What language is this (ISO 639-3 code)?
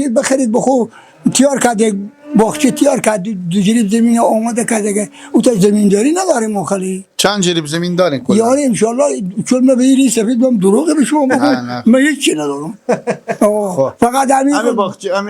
fas